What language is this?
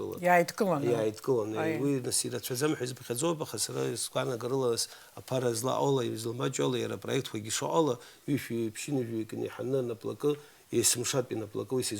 Abkhazian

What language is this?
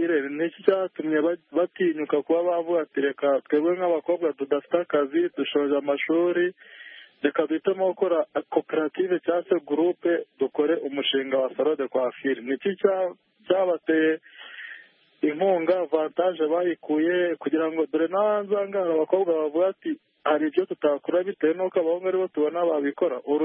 Kinyarwanda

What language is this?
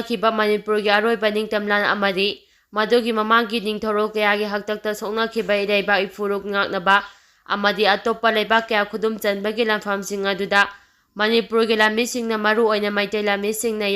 Manipuri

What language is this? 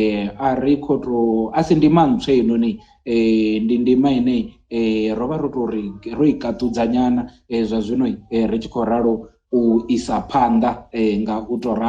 Venda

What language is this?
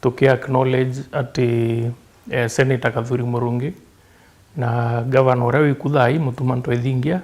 Meru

